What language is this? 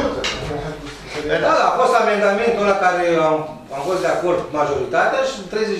Romanian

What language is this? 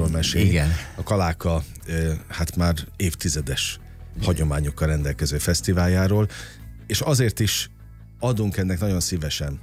Hungarian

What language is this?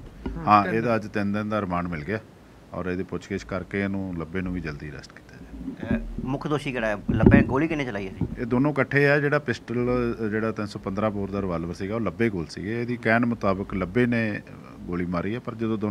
Punjabi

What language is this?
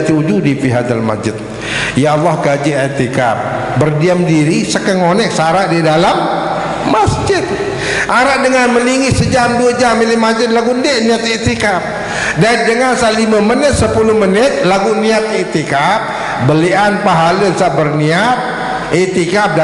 Sasak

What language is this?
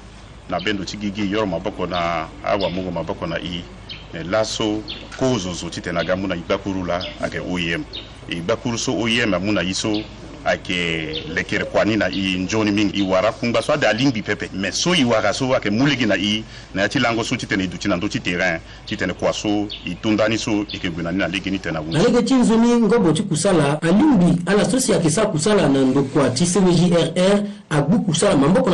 Sango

